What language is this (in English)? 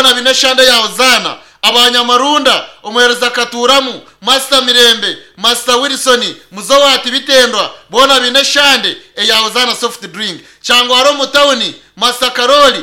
Nyankole